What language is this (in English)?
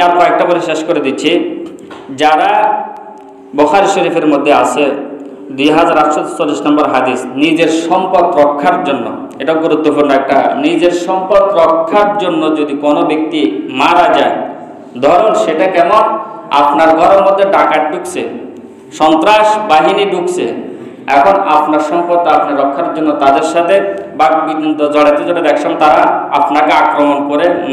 Bangla